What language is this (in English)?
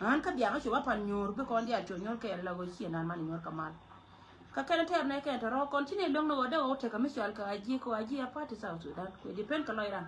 Nuer